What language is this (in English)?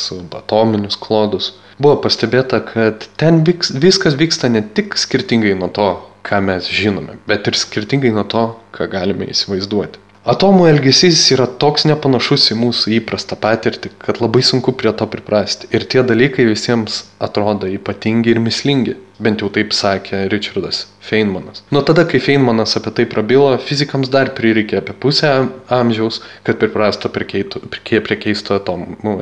Lithuanian